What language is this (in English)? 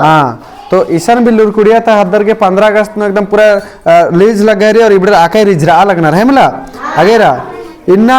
Kurukh